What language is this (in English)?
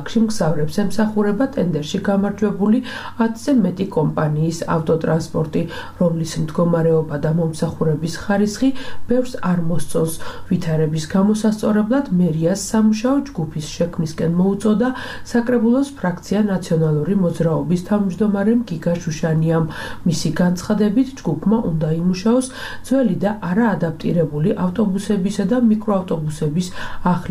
Georgian